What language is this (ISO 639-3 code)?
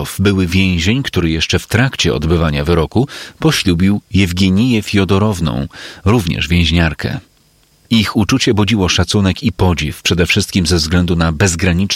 pol